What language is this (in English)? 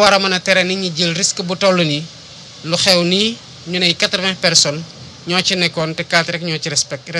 Wolof